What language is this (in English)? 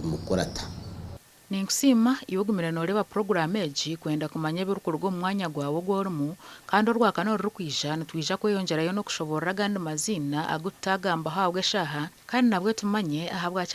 Nyankole